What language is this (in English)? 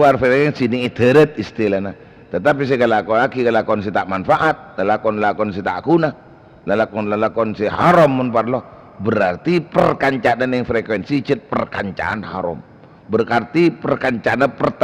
Madurese